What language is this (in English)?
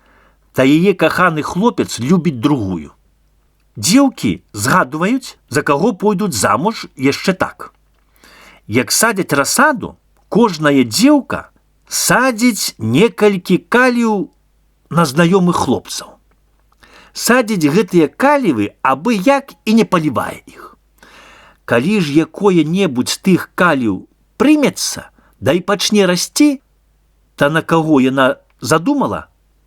Belarusian